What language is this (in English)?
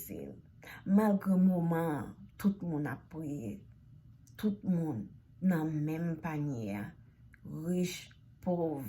Haitian Creole